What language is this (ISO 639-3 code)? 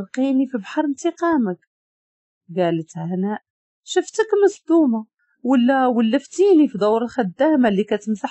ary